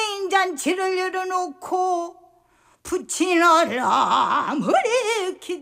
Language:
Korean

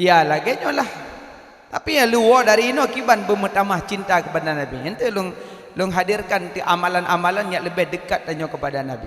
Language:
Achinese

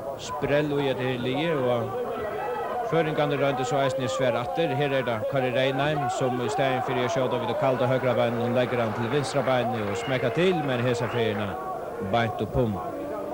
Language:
Faroese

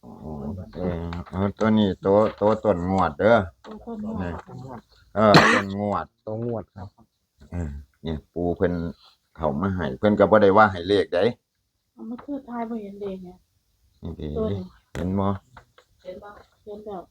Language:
Northeastern Thai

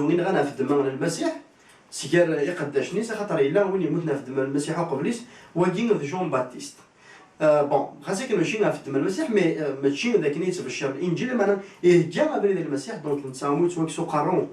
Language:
Kabyle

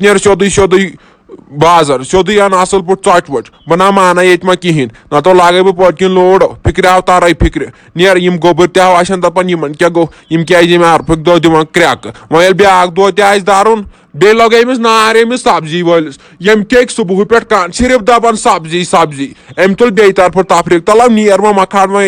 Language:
Kashmiri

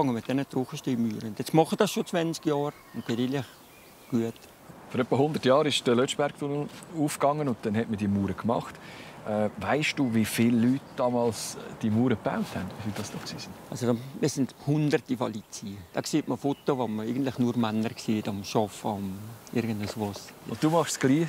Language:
Swiss German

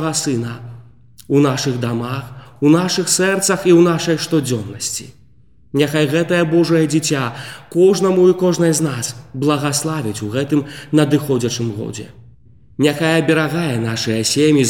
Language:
Belarusian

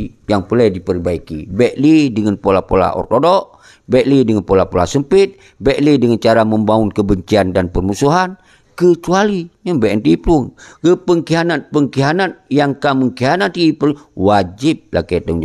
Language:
Achinese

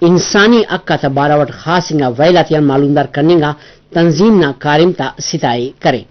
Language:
Brahui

